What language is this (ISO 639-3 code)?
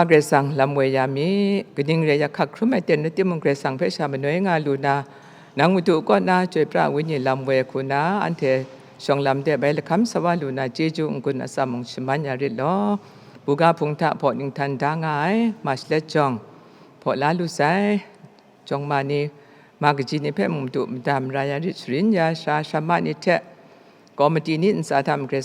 kac